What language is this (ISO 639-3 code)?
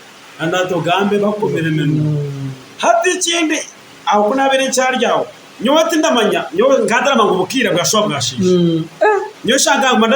nyn